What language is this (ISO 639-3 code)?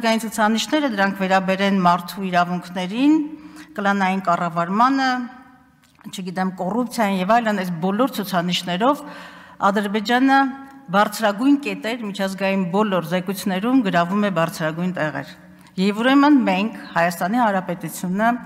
hye